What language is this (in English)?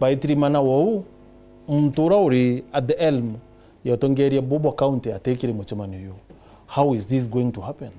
Meru